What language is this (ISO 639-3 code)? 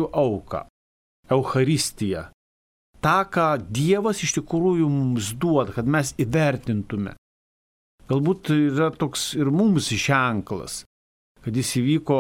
lit